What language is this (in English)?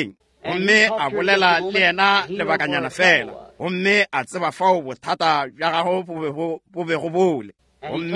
Northern Sotho